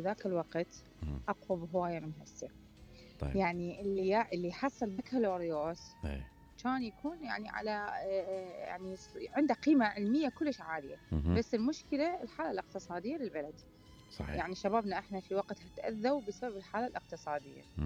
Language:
Mesopotamian Arabic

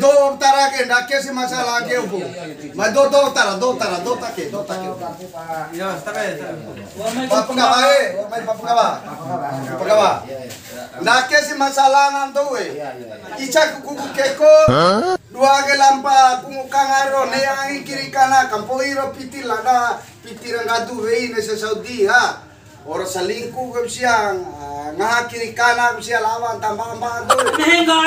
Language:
Bima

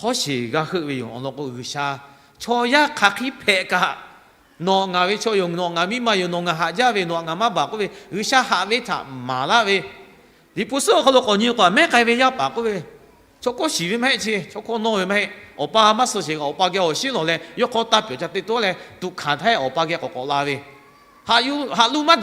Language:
Lahu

